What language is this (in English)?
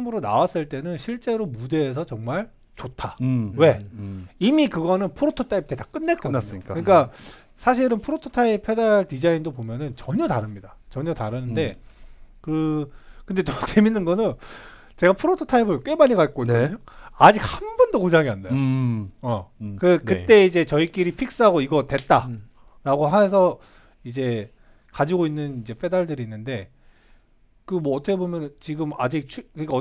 Korean